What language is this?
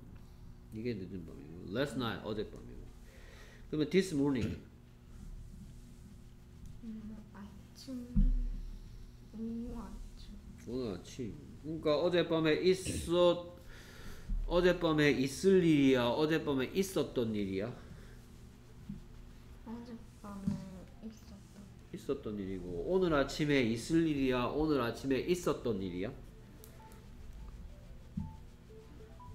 Korean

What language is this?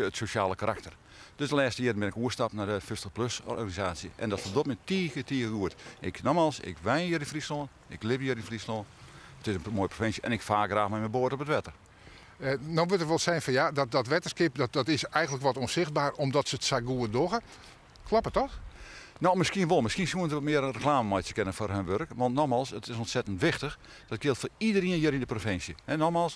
Western Frisian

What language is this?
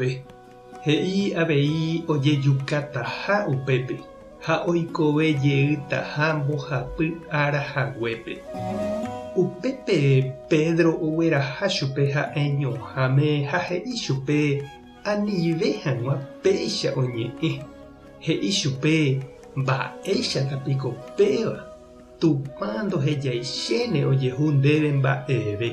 Guarani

